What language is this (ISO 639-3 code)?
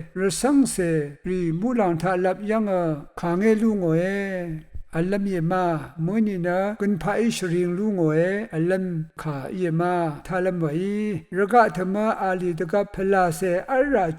raw